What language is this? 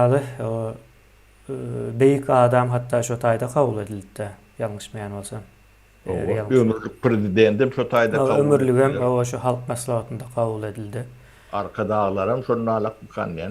Turkmen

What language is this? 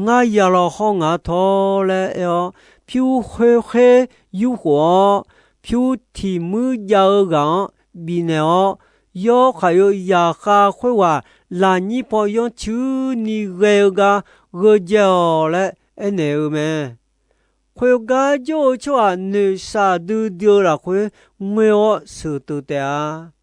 Akha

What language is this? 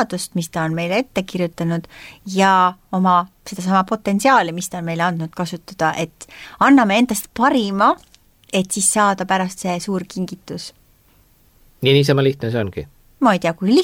Estonian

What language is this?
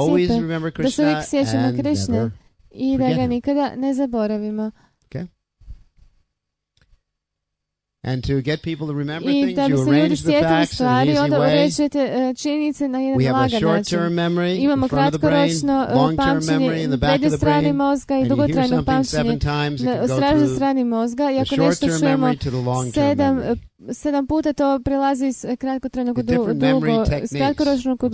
Croatian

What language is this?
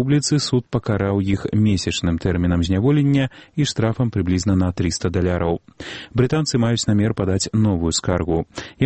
Belarusian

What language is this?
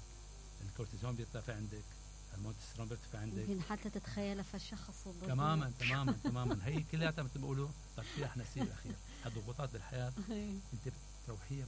Mesopotamian Arabic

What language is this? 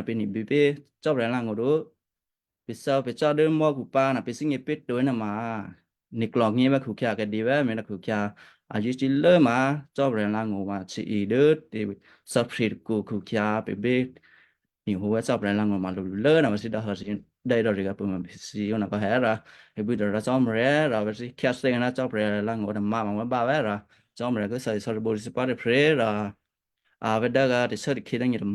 Western Kayah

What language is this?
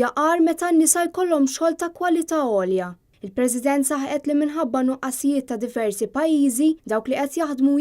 Maltese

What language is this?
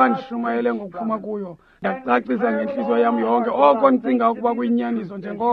Xhosa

